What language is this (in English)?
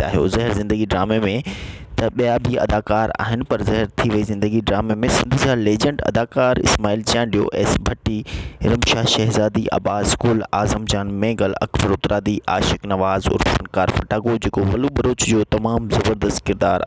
Sindhi